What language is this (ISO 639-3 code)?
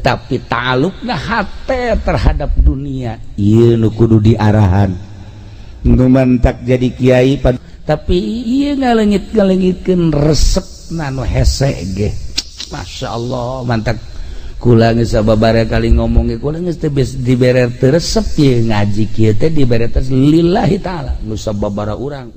sun